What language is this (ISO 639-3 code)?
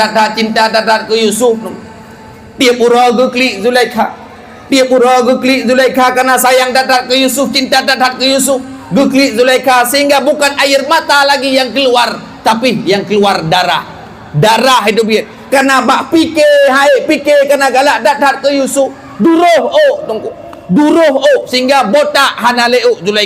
ace